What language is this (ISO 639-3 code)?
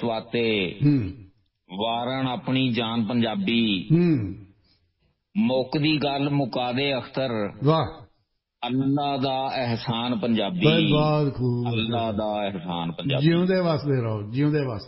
pan